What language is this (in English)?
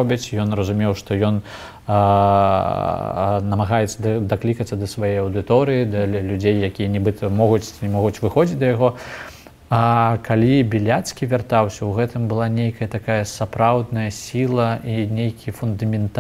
Belarusian